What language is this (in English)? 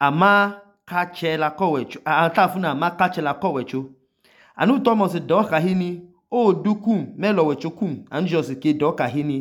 Idoma